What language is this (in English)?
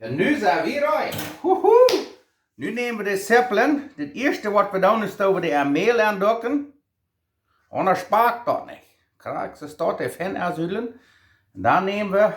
Plautdietsch